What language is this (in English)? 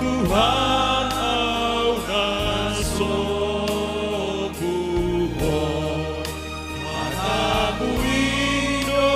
Batak Simalungun